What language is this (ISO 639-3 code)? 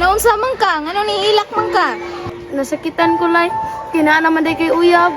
ceb